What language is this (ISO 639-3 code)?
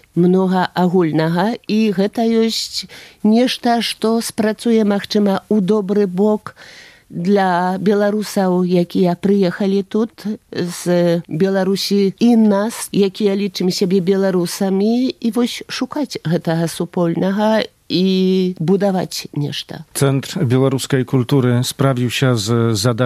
bel